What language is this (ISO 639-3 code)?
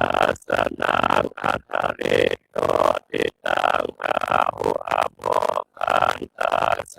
pli